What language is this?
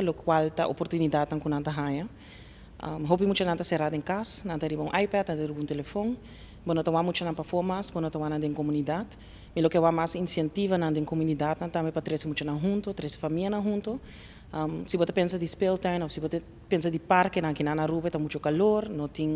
Papiamento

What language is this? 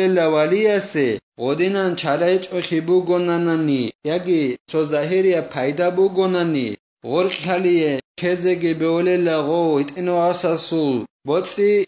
Avaric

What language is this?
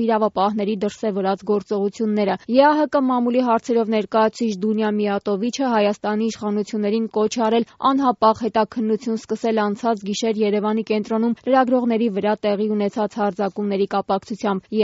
Armenian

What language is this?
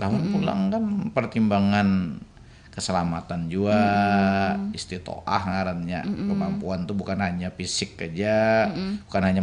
Banjar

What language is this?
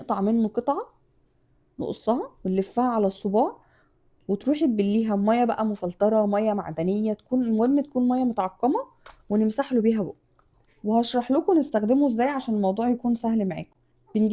Egyptian Arabic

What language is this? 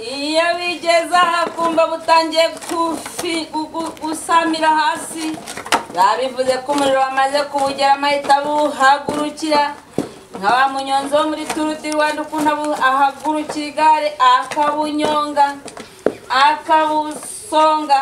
Kinyarwanda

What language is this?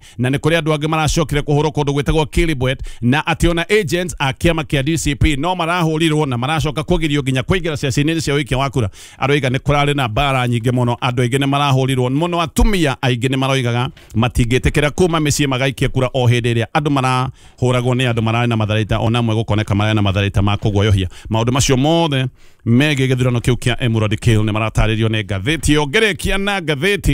Kikuyu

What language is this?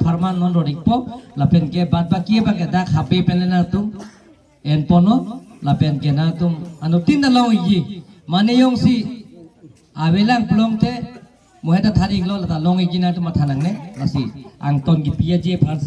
Karbi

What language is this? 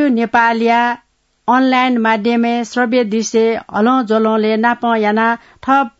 Newari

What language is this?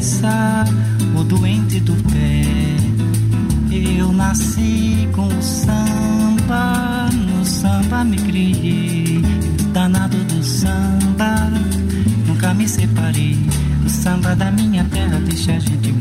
Portuguese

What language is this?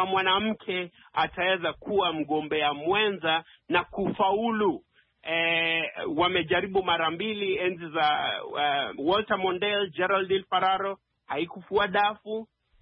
Swahili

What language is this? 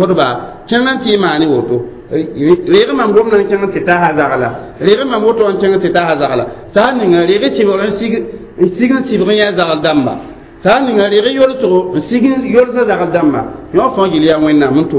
Mossi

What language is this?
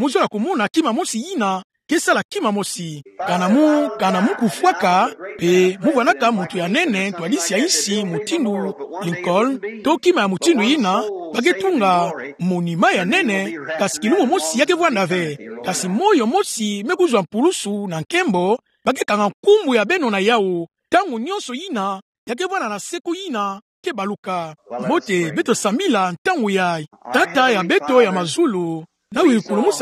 Kituba (Democratic Republic of Congo)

